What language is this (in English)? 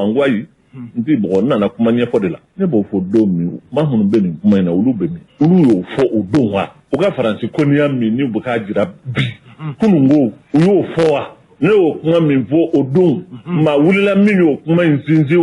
Bambara